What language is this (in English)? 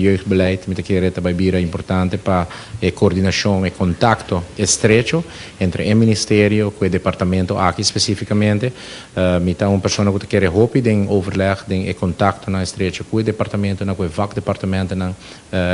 Papiamento